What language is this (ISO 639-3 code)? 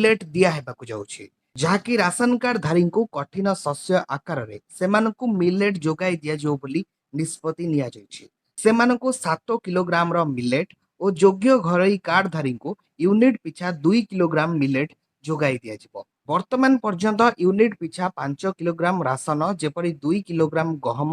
ori